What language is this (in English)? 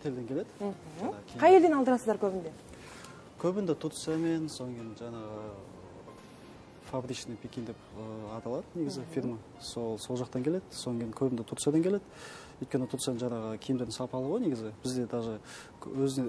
Kazakh